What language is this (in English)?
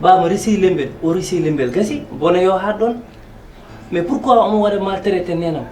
Fula